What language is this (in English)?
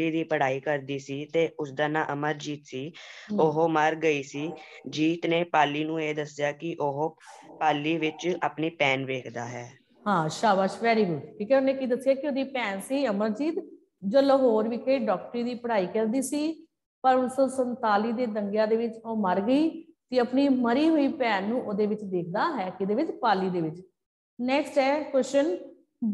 Punjabi